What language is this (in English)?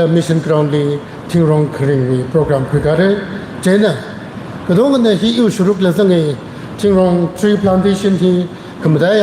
Tangkhul Naga (India)